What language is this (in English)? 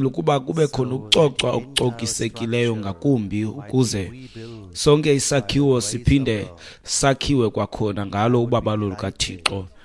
Xhosa